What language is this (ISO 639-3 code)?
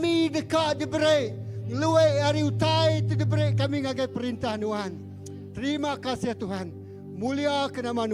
iba